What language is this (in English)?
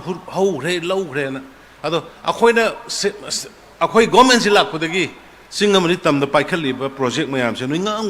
Manipuri